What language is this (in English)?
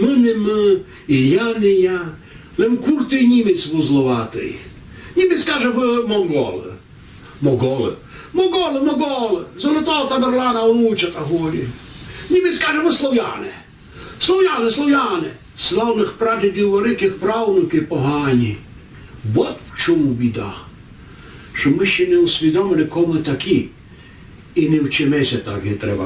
Rusyn